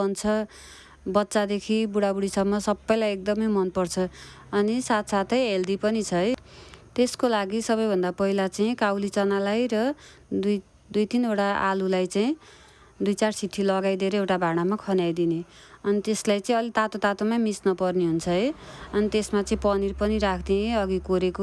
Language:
Nepali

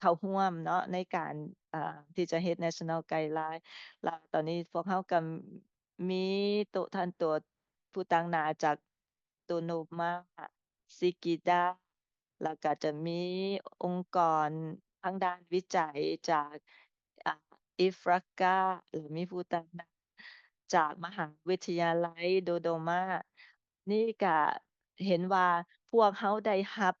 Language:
Lao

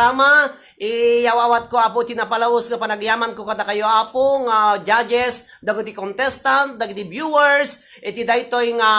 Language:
Iloko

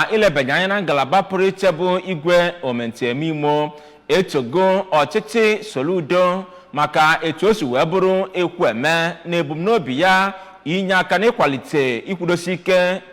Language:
Igbo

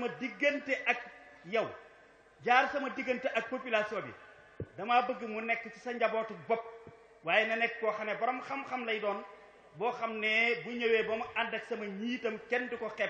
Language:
Wolof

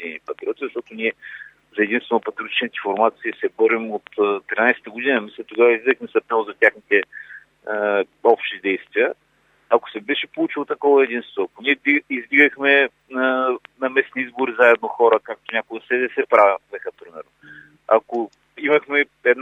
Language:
Bulgarian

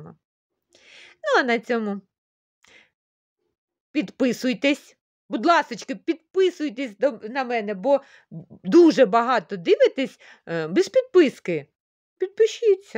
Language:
Ukrainian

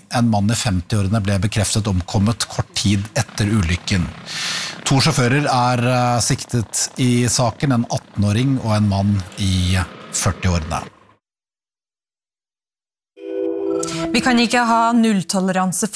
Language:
Norwegian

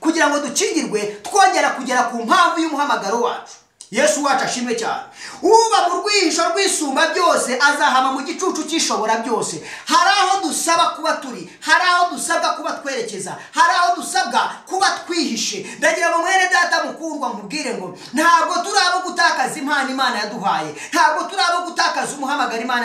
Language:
Kinyarwanda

